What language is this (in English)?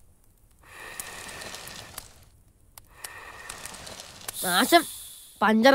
Malayalam